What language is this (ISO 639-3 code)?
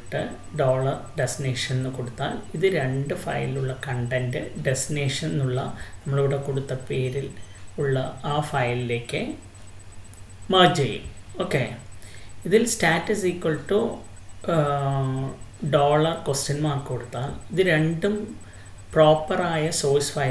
mal